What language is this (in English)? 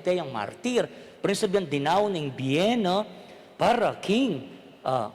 Pampanga